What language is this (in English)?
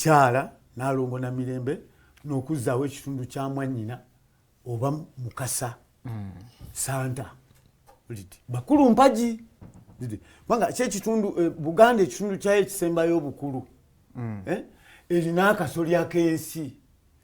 Ganda